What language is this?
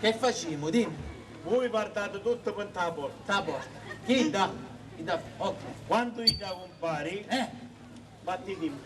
Sicilian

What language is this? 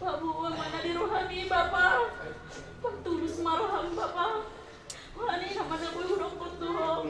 Batak Toba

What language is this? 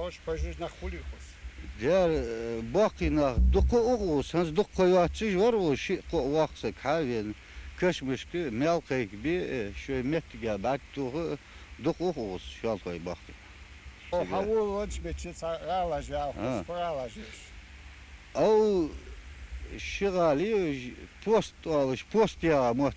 Ingush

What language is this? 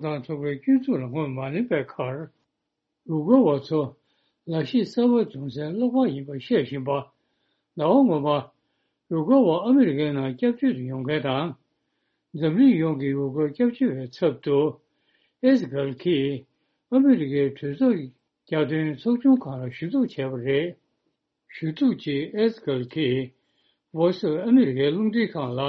Tibetan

